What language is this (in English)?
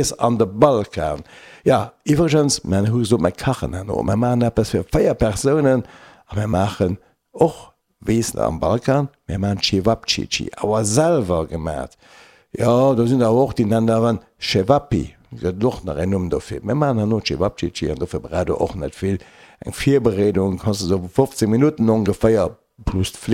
Luxembourgish